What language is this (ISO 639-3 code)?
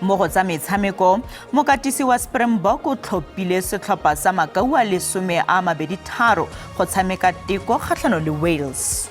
tsn